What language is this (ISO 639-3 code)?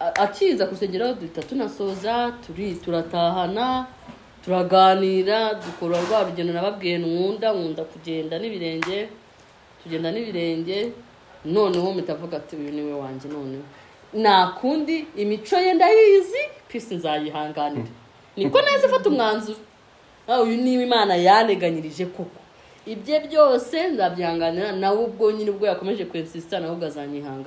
kin